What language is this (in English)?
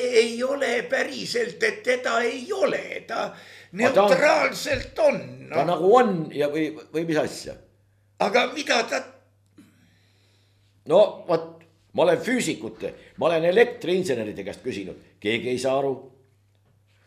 Estonian